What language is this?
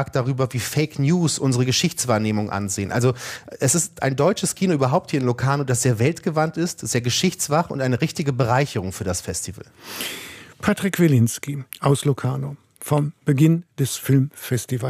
German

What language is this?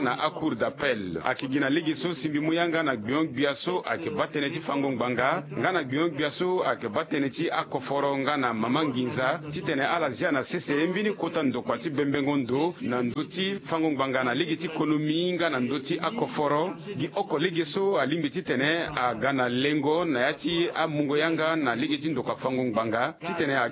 Sango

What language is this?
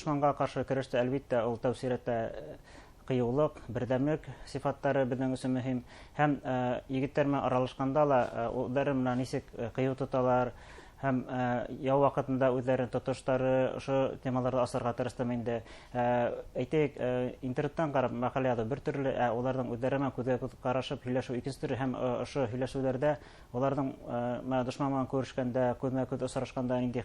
Bashkir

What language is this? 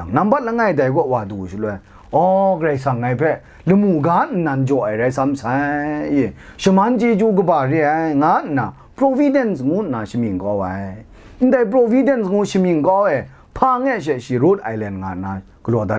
Kachin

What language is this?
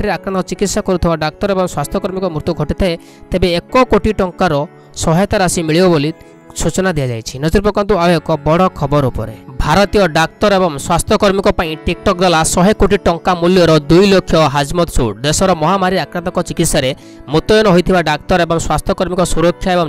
Odia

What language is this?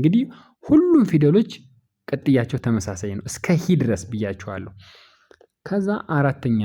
Amharic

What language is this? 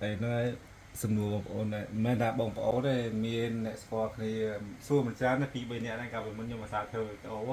Khmer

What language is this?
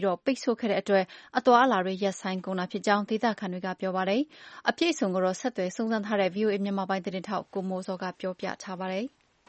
Burmese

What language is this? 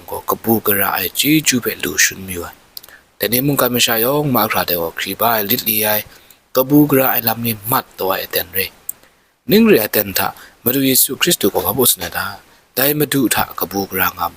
Kachin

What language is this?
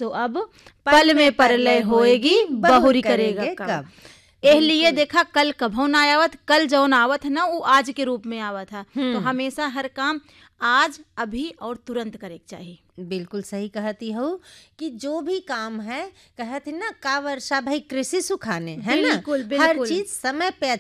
Bhojpuri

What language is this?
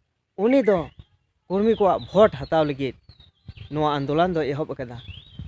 Santali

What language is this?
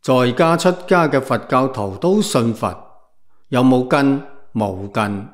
Cantonese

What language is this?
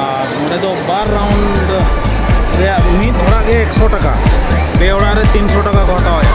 Santali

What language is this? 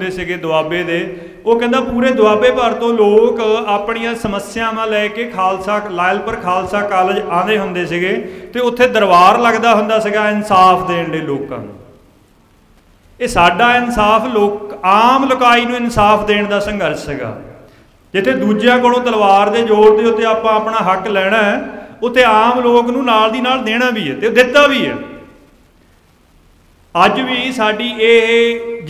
Punjabi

